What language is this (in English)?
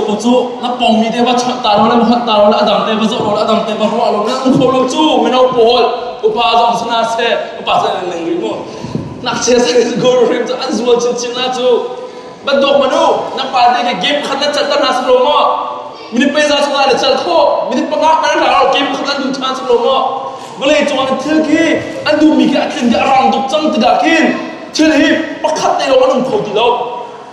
Hakha Chin